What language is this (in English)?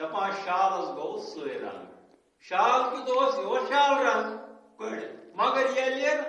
Kashmiri